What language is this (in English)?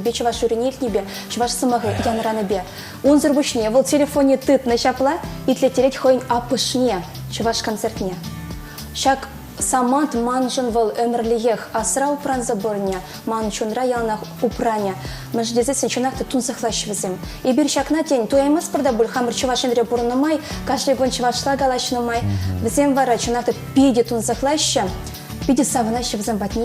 Chuvash